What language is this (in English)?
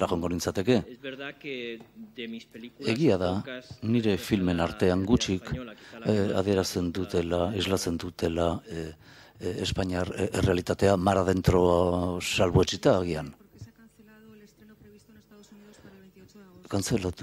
Basque